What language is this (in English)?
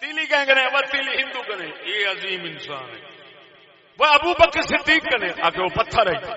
Saraiki